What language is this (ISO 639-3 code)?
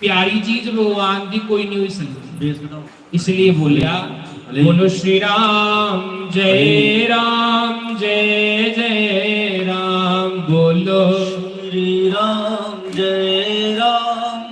doi